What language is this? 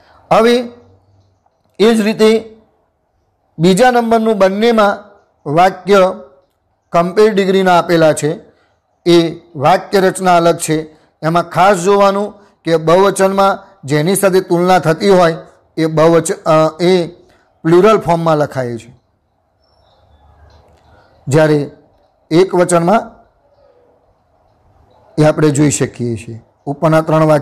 Gujarati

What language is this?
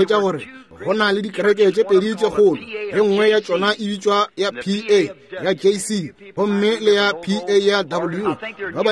Northern Sotho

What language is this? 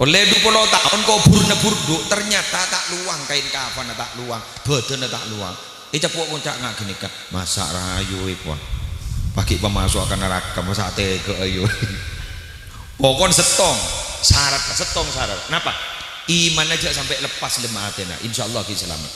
Madurese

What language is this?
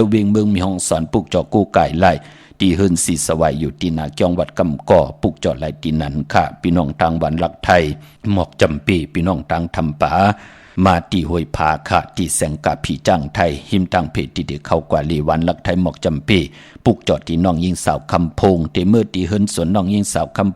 Shan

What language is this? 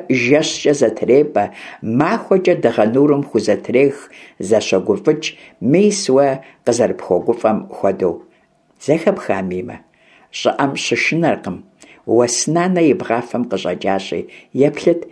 Kabardian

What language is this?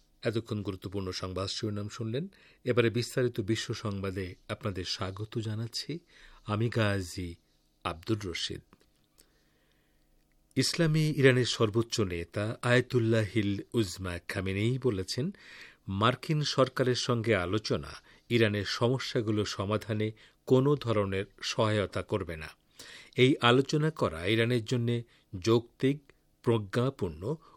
Bangla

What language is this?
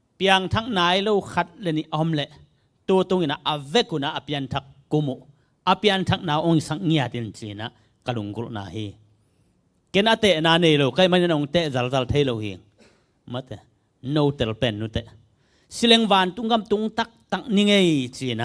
Tedim Chin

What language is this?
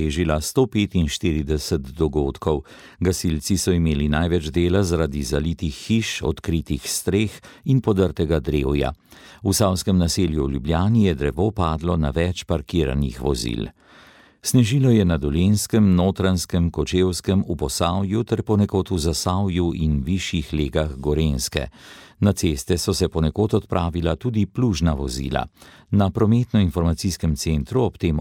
Slovenian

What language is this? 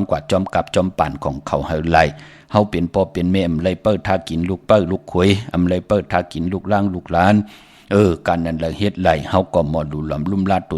Shan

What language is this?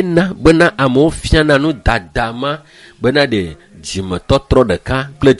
Ewe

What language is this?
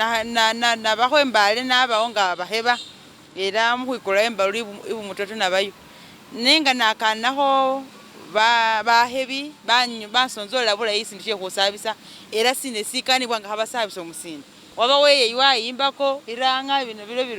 Masaaba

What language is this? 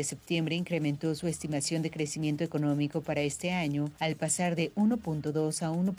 Spanish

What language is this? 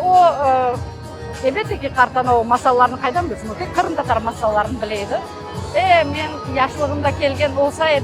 Crimean Tatar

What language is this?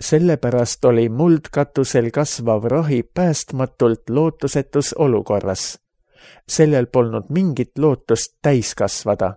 Estonian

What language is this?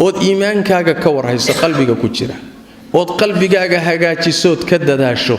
Somali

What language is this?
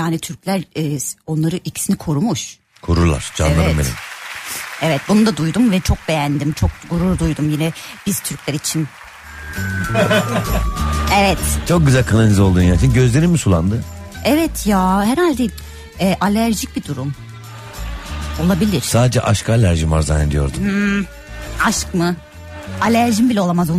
Turkish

